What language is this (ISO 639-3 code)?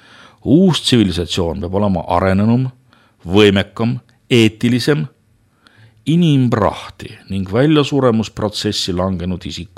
est